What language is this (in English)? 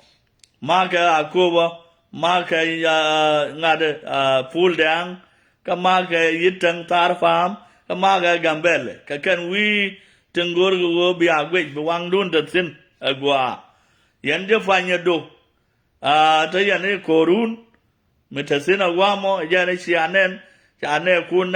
Nuer